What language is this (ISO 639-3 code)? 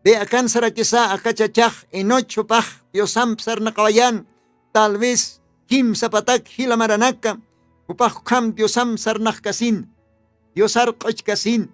aym